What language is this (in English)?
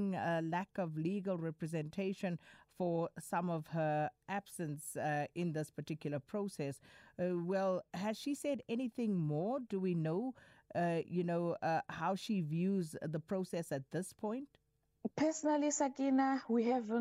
English